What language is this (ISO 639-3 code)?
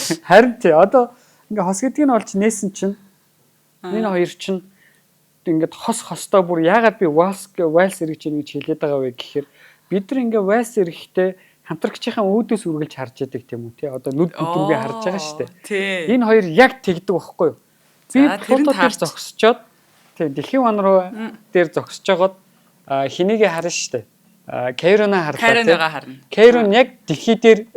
mon